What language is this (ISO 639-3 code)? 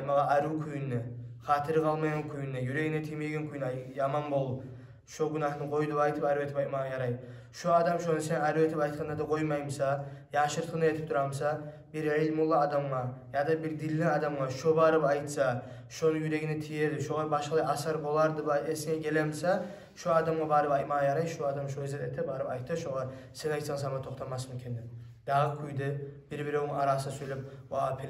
kum